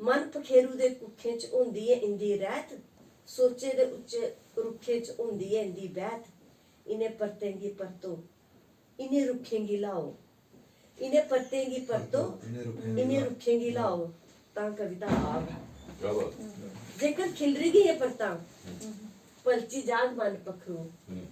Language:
Dogri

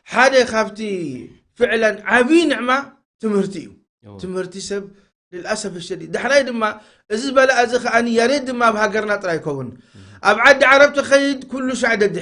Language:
Tigrinya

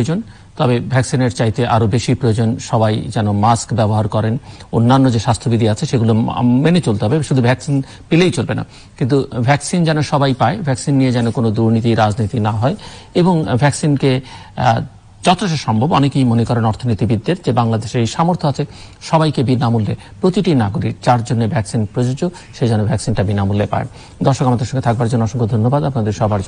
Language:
Bangla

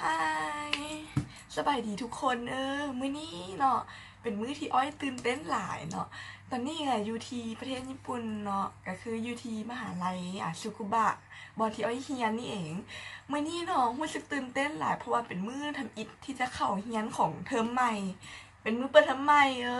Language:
Lao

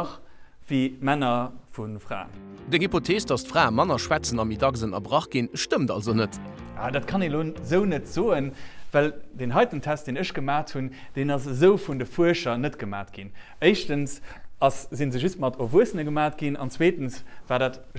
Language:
Luxembourgish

